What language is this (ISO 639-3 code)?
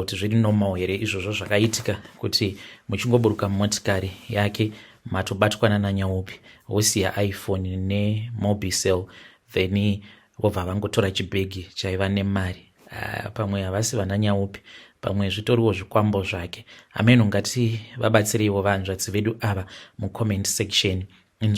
sna